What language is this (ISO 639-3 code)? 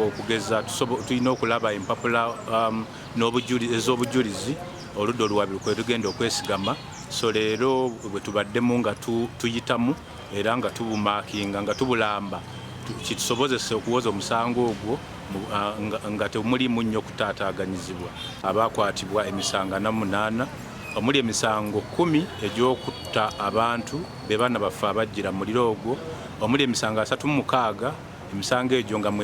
lug